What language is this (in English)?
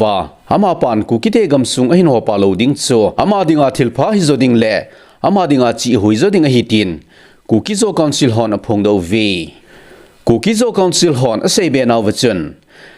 Thado Chin